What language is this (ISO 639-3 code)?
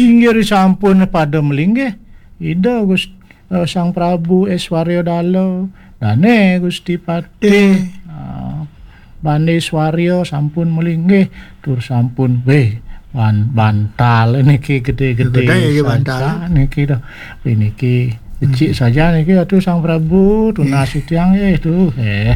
ban